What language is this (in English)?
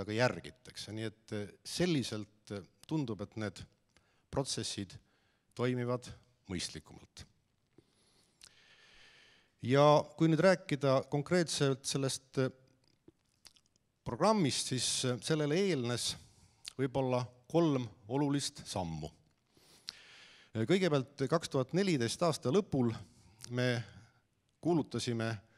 Estonian